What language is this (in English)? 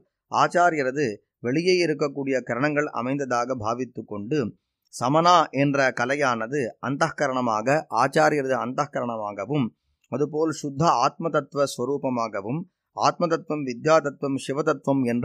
Tamil